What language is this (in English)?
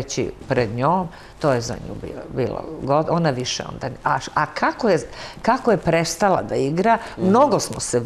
Serbian